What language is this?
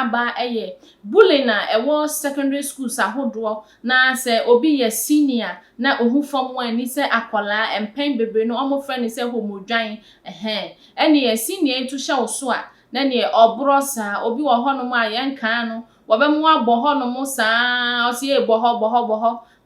Akan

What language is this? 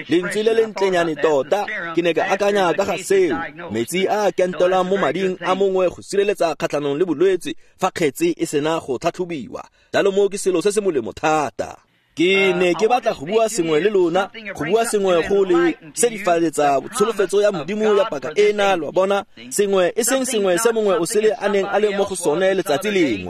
Tswana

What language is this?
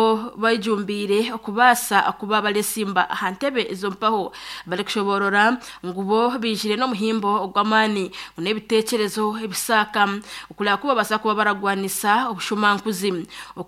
Nyankole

